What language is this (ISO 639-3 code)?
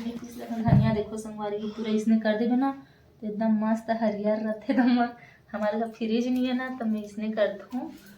hne